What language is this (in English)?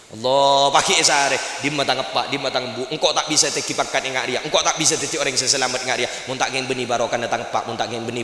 Madurese